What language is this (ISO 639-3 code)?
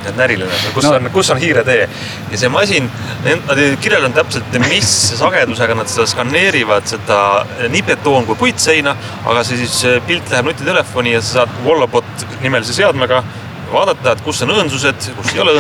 est